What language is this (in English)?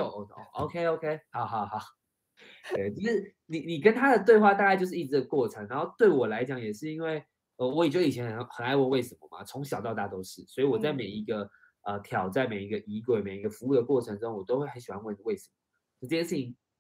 Chinese